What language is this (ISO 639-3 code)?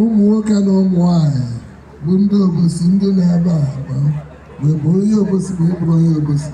ibo